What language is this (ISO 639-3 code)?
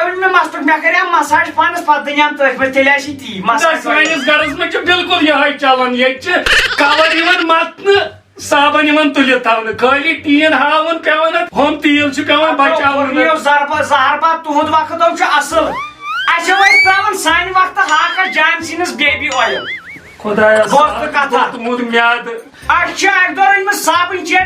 kas